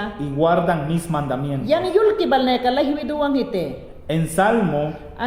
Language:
Mayangna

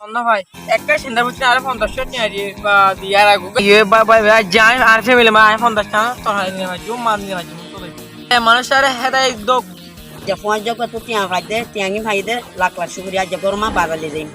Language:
Rohingya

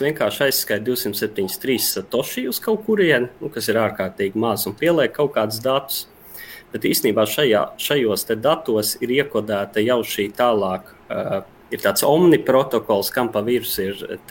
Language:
Latvian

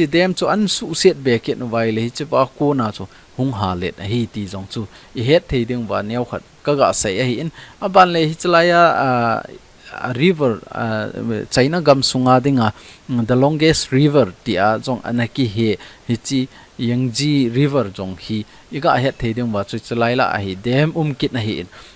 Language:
Thado Chin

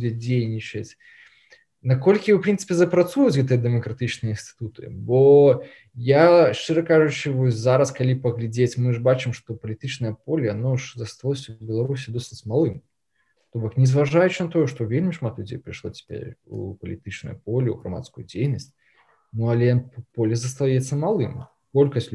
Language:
Belarusian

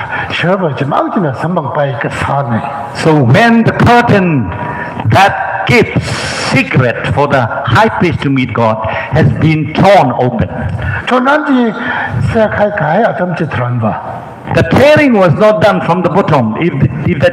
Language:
Tangkhul Naga (India)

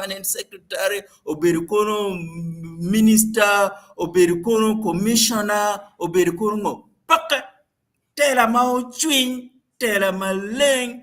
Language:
Acoli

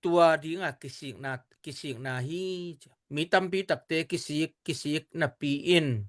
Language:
Tedim Chin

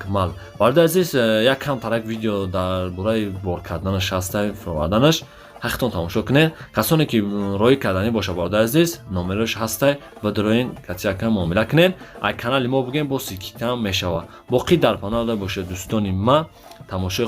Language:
Tajik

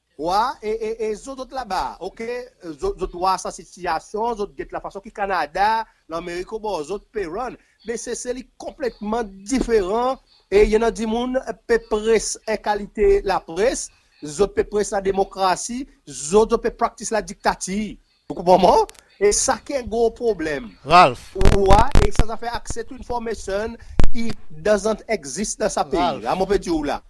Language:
Seselwa Creole French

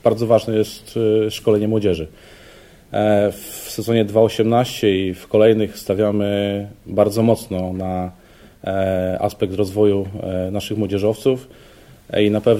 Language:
Polish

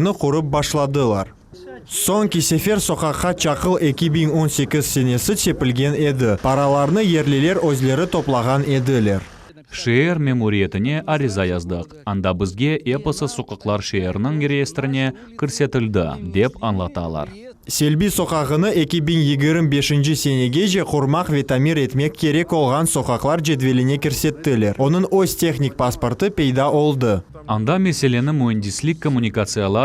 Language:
Crimean Tatar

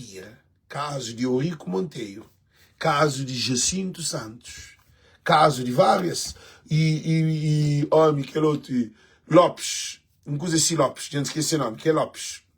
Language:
Kabuverdianu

